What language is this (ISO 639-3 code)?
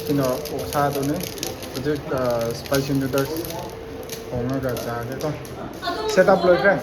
mni